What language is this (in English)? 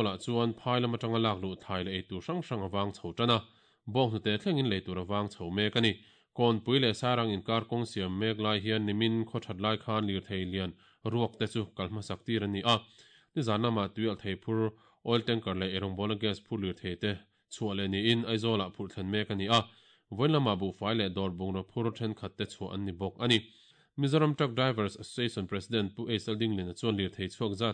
Mizo